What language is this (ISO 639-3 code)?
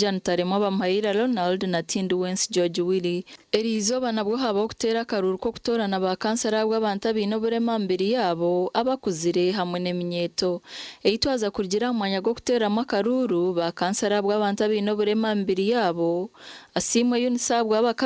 nyn